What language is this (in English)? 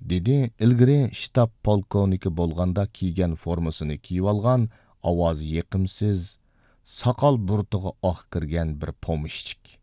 Uyghur